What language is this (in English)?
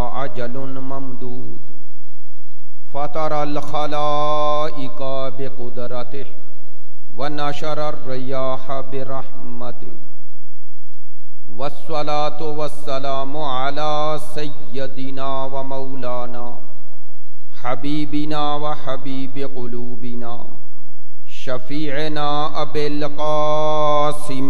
Urdu